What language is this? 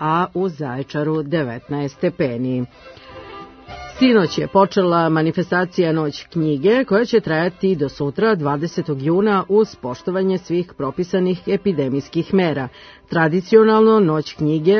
Serbian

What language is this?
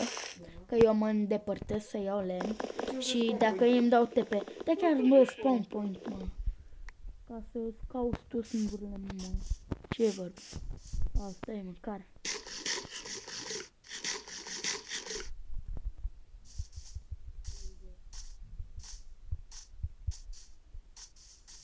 Romanian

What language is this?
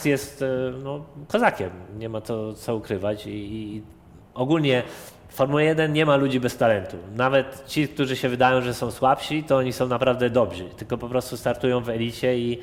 Polish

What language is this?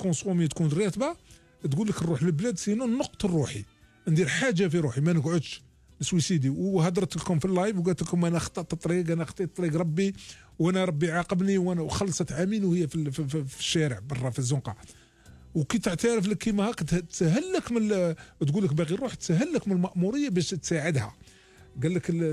Algerian Arabic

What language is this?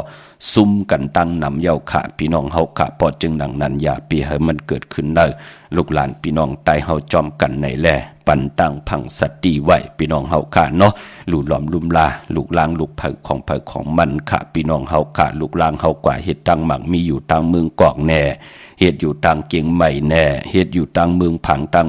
Shan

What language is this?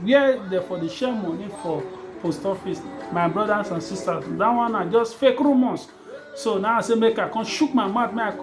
Nigerian Pidgin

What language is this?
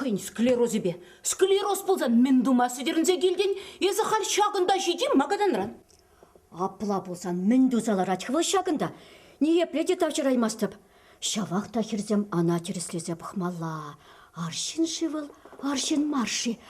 Chuvash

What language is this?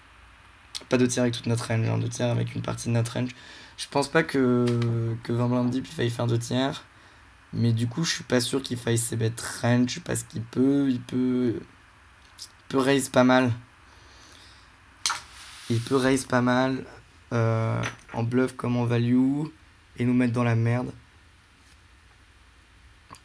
French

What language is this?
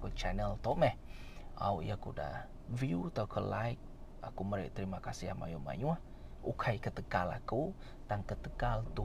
Iban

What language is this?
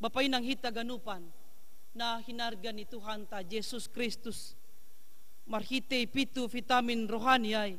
Batak Simalungun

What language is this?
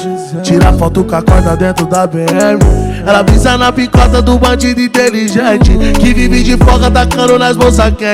Portuguese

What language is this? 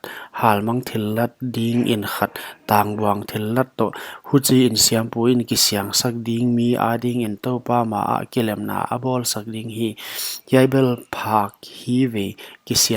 Paite Chin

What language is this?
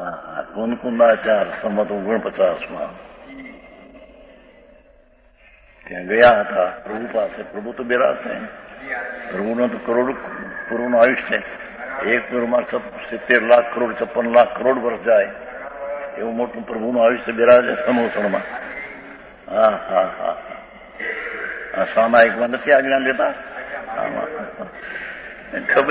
Gujarati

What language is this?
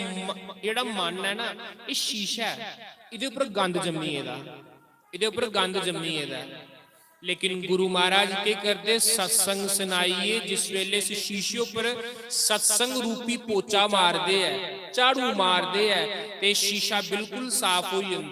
Dogri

